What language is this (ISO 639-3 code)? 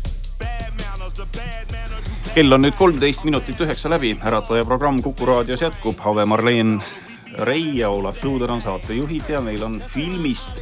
est